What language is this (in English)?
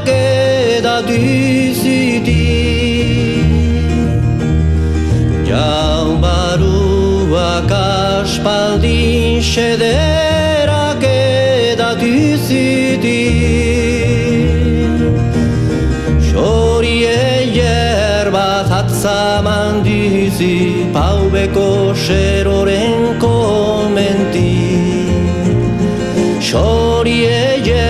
Basque